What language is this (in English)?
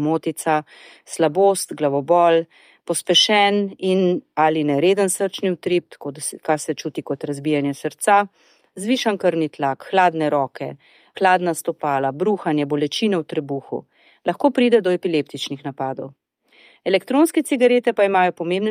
Slovenian